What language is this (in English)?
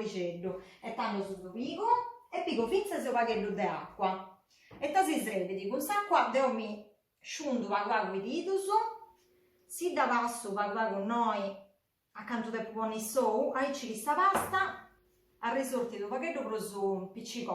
Sardinian